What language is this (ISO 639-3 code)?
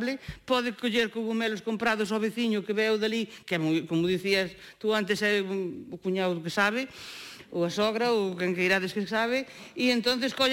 glg